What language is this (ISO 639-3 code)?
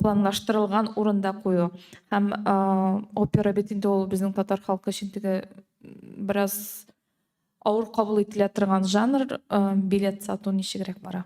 tat